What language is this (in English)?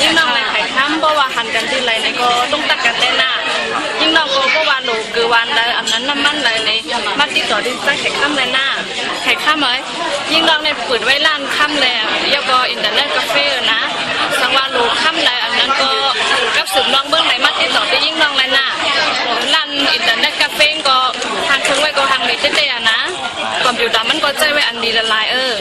Shan